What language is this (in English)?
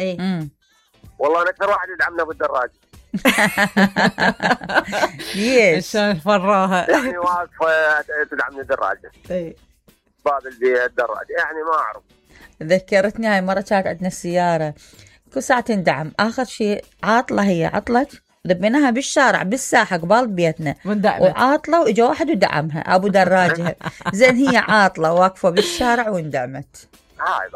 Mesopotamian Arabic